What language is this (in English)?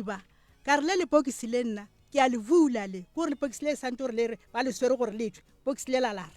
Northern Sotho